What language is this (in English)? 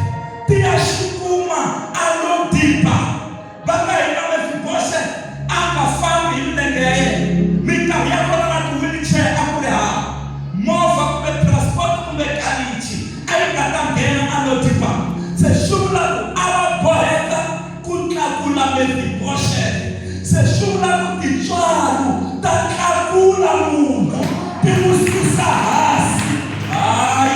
Tsonga